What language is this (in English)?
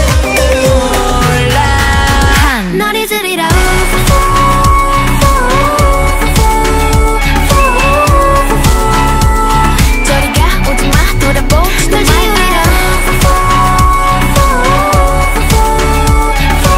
Korean